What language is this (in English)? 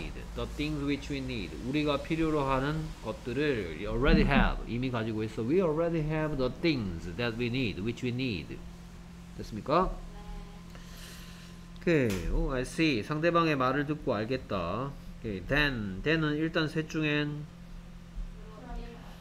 Korean